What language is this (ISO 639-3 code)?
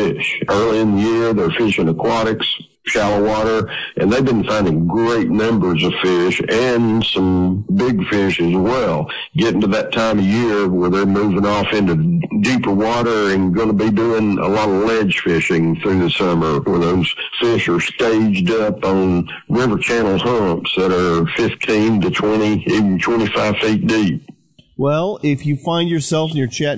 eng